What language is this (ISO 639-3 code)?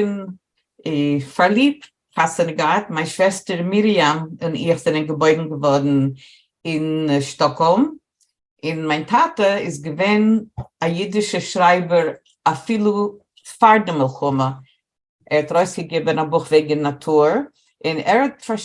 yid